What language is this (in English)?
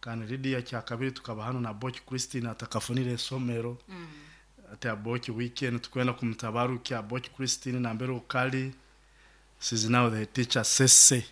Nyoro